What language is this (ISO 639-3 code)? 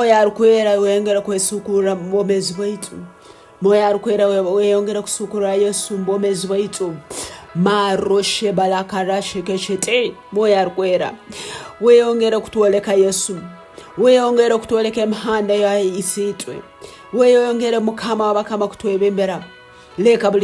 ttj